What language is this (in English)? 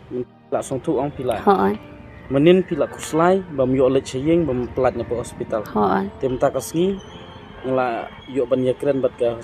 Khasi